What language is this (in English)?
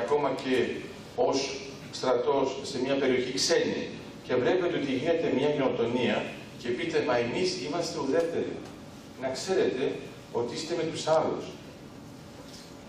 Greek